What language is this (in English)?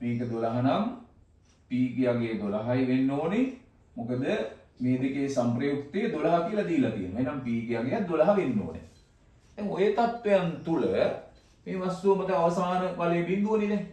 Sinhala